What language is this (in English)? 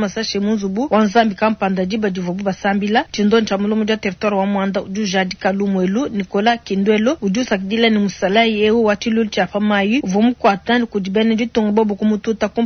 Luba-Lulua